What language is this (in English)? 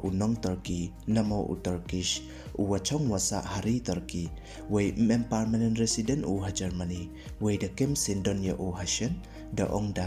Pnar